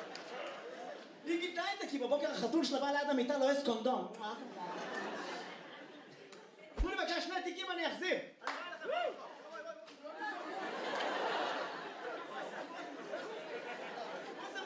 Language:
Hebrew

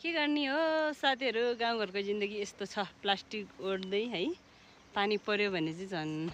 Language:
Nepali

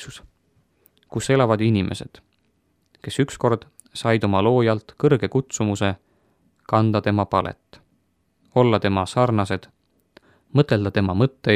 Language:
Estonian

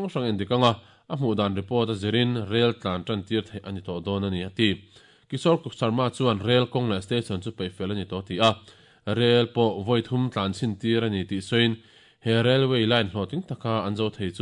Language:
Mizo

